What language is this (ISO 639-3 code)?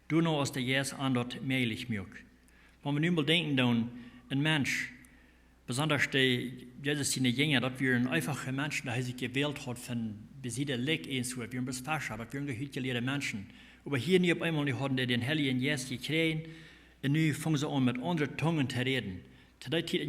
pdt